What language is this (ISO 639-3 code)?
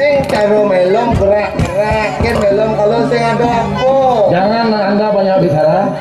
ban